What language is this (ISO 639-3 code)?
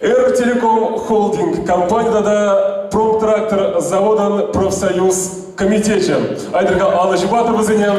chv